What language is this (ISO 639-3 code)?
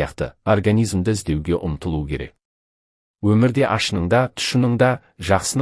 kaz